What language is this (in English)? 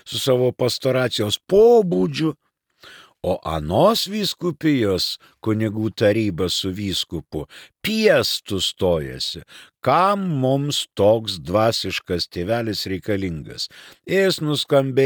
Lithuanian